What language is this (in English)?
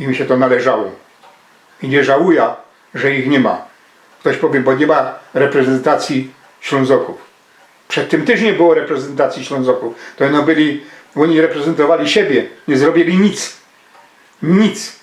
Silesian